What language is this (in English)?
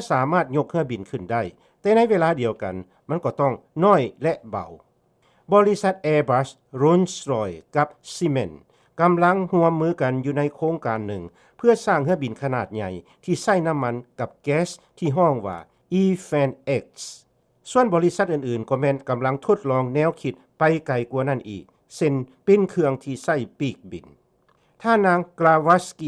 Lao